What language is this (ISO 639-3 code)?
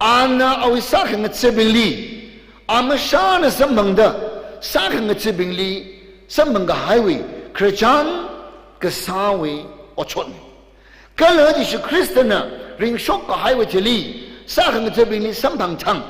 nmf